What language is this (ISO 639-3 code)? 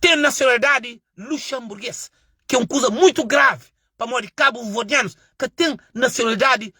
kea